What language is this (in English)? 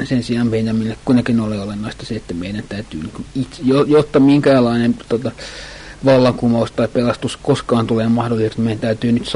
Finnish